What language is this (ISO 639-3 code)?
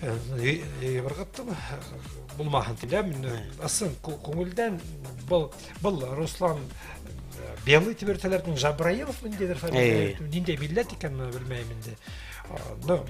bak